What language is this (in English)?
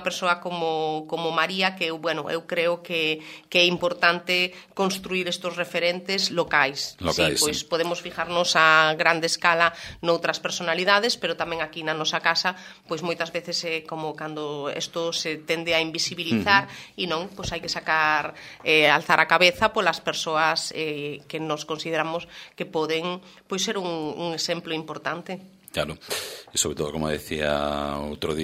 Galician